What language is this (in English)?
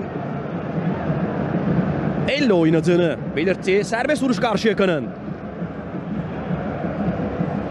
Turkish